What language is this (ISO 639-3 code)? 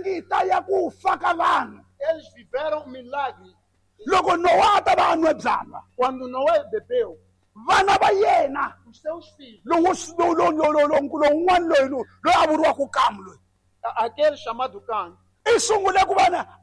tso